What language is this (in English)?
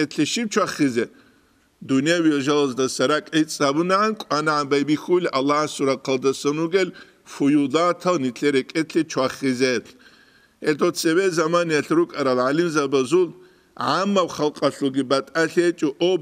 Avaric